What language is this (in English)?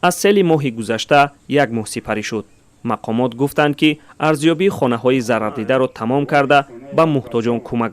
Tajik